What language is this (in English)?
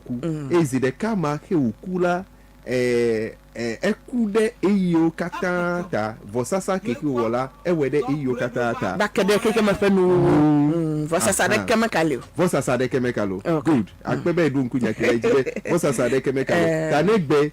Ewe